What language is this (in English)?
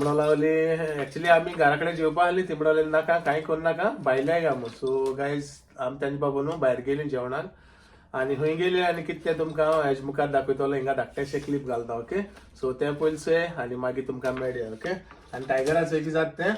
Konkani